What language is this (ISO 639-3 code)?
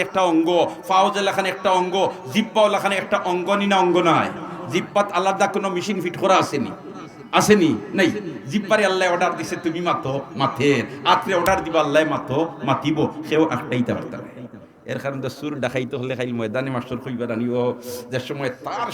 syl